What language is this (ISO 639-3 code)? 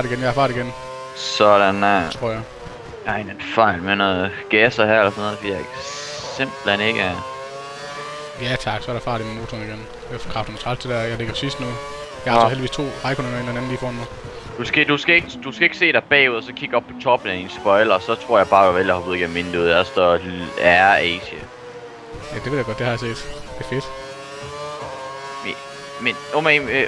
dan